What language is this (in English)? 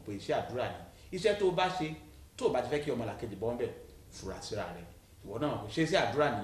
Yoruba